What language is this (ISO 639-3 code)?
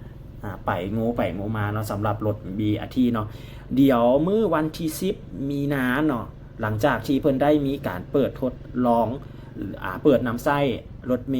lao